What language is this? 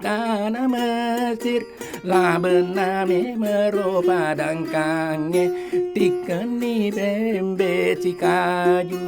Buginese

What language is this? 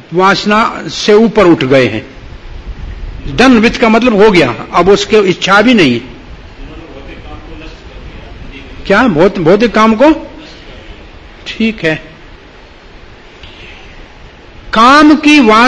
Hindi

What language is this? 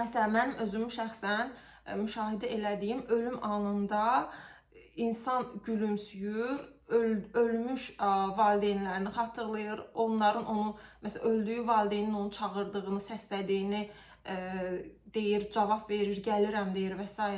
Azerbaijani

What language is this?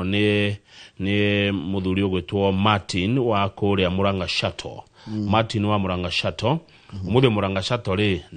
Kikuyu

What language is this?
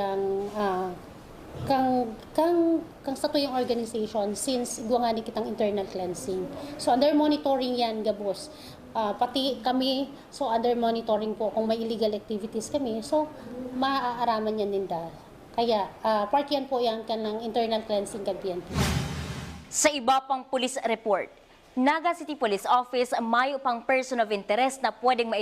Bikol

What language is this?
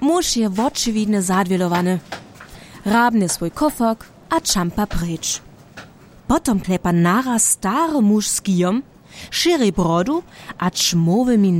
Upper Sorbian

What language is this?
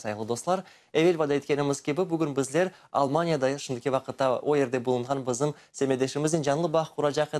Crimean Tatar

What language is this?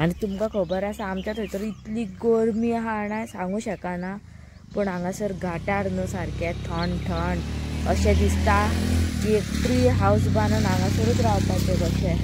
Konkani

